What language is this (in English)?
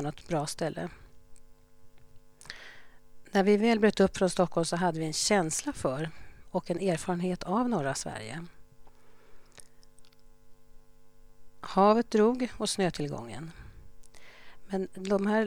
Swedish